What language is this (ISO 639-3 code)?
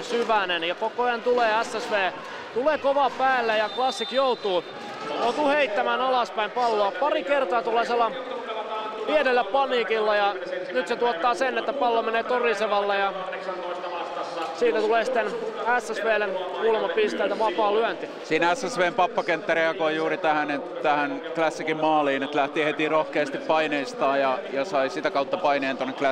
fin